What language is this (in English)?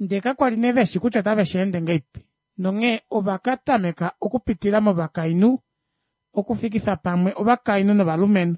Kuanyama